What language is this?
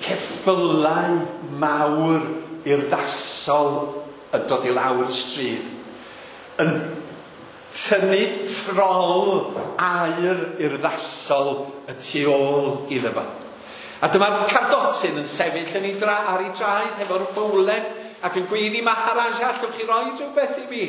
Welsh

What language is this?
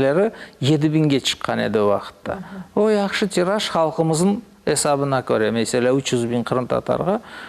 Crimean Tatar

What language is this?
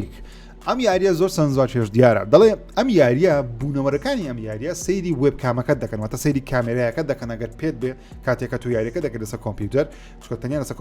Central Kurdish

